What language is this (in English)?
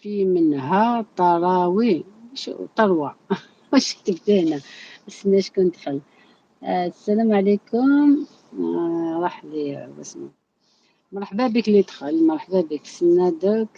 Algerian Arabic